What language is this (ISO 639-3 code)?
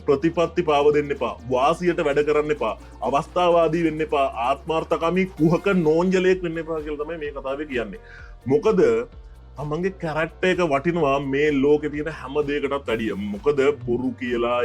sin